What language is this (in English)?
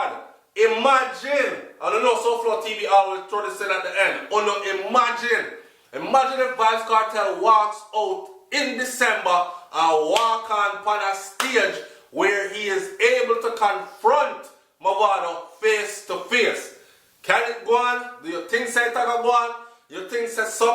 Jamaican Creole English